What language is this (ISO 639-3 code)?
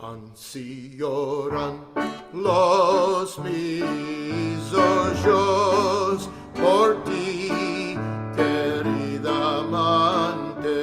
lad